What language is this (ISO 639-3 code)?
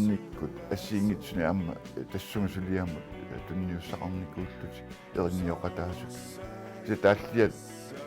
kal